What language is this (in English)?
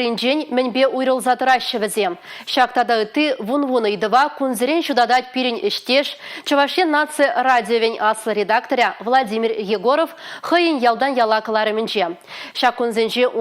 Chuvash